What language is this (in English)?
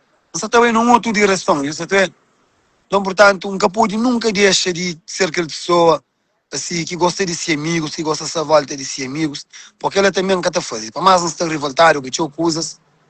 Kabuverdianu